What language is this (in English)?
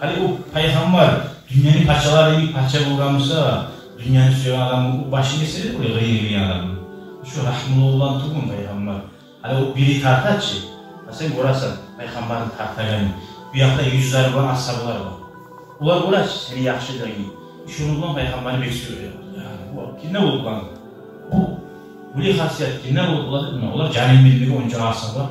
Kumyk